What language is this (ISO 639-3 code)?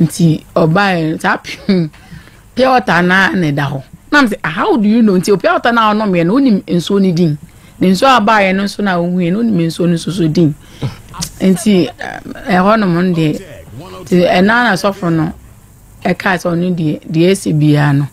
aka